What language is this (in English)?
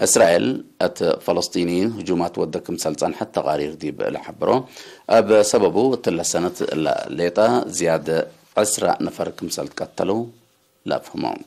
Tigre